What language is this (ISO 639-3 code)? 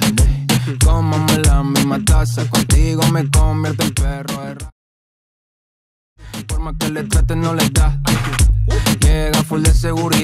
spa